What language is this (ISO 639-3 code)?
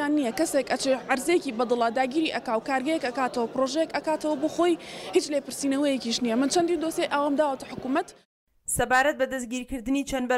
ckb